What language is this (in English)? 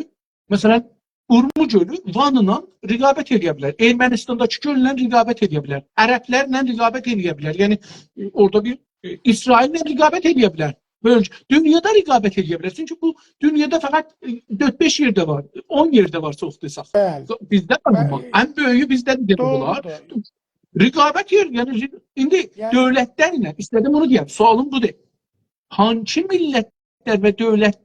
South Azerbaijani